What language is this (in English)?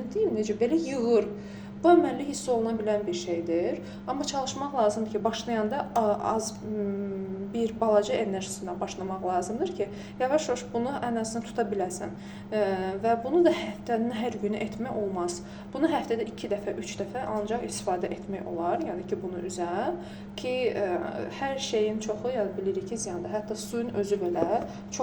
Azerbaijani